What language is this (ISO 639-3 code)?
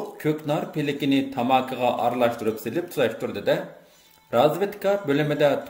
uig